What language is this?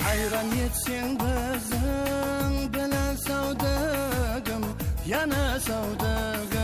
Kara-Kalpak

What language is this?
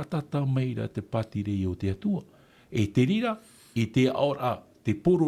Tahitian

